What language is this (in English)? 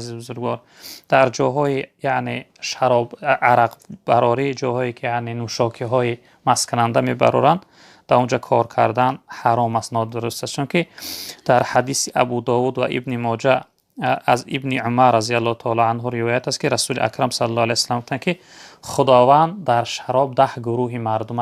Tajik